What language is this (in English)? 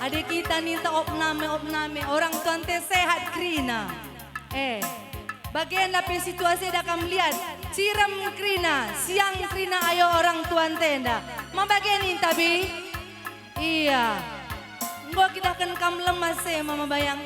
Batak Karo